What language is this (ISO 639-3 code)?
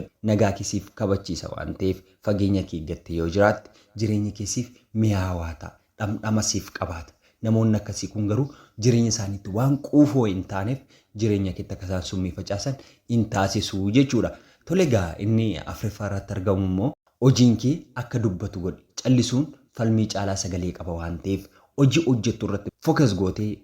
orm